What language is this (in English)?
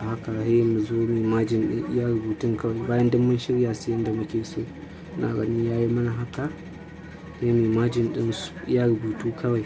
Hausa